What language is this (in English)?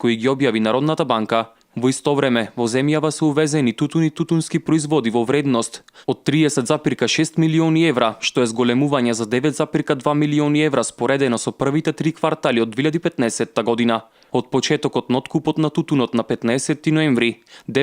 Macedonian